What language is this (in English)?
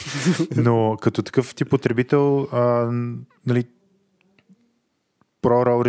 Bulgarian